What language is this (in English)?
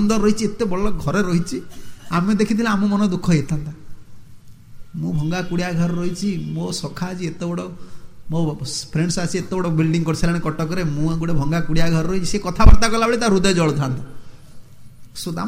Odia